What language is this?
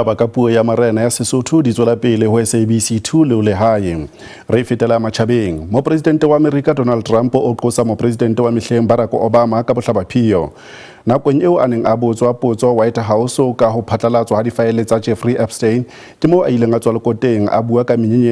Southern Sotho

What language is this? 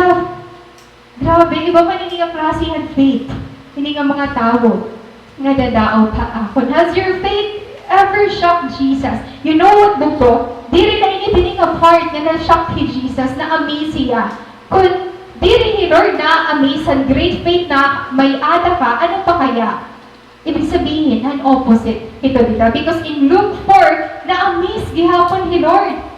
Waray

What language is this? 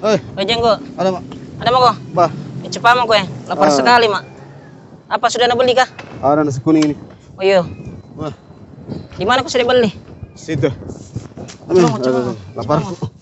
Makassar Malay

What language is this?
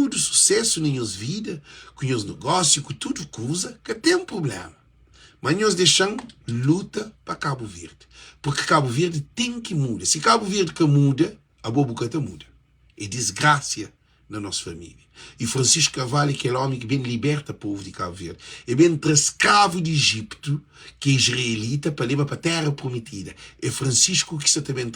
Kabuverdianu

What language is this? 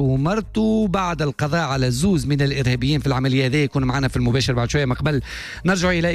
Tunisian Arabic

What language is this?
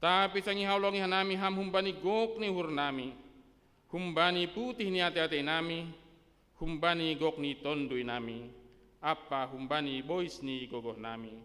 Batak Simalungun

